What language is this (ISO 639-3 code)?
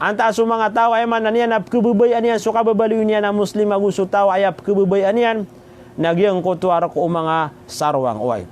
mrw